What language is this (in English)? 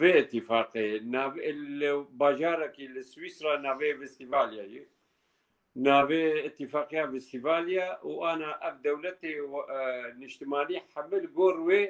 Kurdish